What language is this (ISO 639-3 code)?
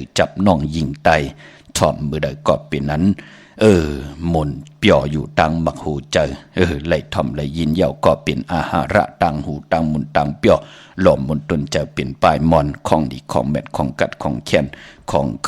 shn